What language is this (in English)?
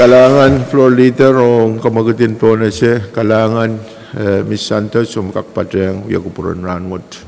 Pohnpeian